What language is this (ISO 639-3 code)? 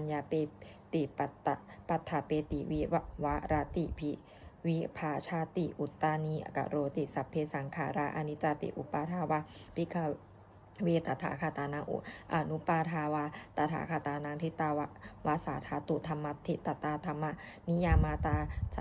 pli